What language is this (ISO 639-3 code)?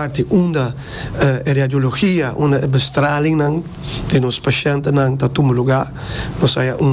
pap